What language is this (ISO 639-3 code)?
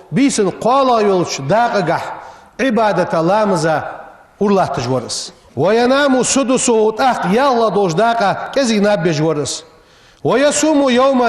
inh